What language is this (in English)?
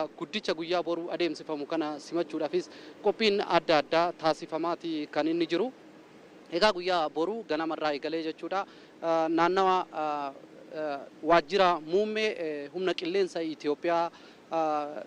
Oromo